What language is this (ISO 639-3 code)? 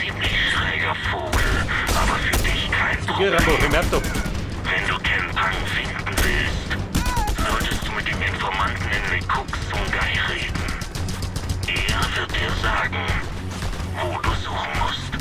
bar